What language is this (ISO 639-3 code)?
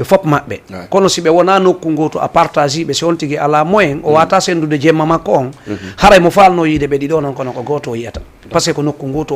ful